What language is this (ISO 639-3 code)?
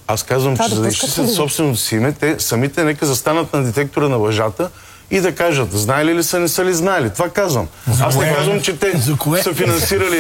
bul